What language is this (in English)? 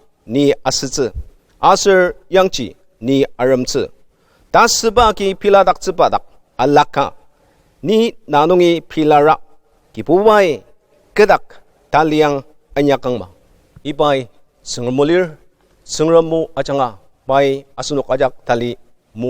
Ao Naga